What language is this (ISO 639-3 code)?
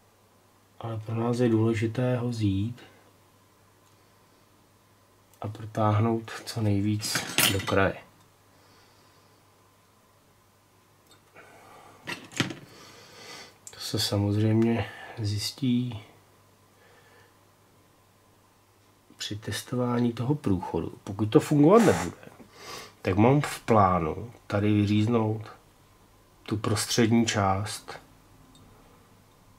ces